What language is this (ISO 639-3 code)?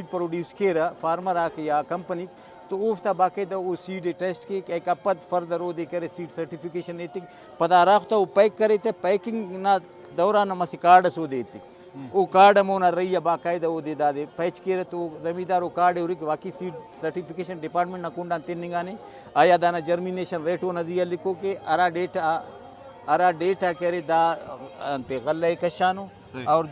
brh